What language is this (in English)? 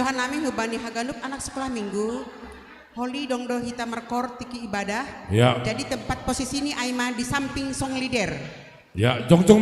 Batak Simalungun